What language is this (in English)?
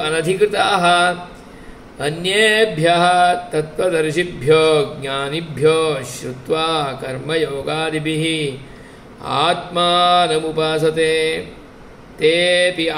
Sanskrit